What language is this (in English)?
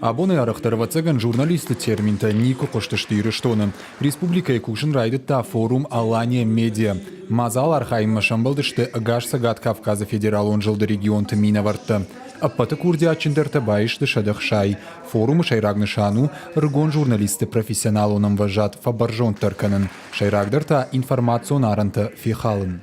Ossetic